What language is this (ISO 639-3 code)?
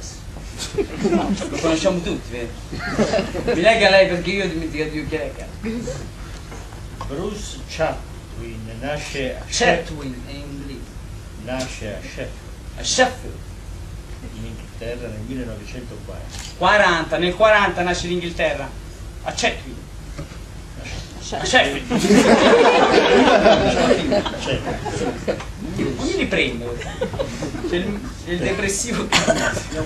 ita